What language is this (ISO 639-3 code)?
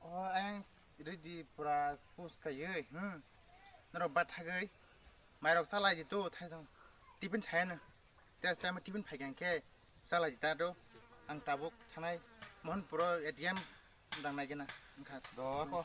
trp